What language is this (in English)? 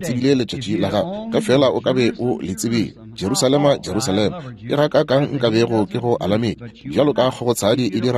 Northern Sotho